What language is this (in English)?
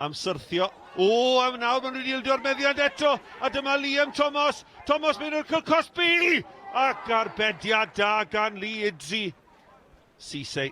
Welsh